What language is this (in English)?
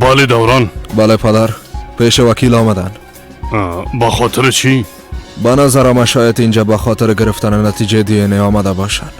Persian